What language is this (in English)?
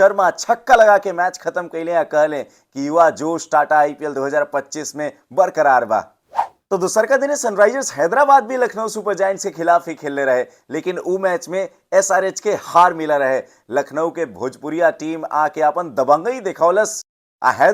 Bhojpuri